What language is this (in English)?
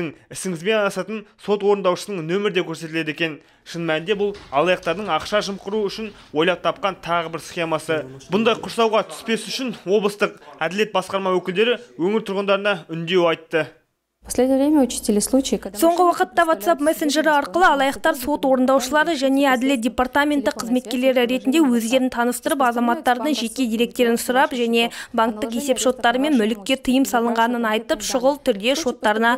Kazakh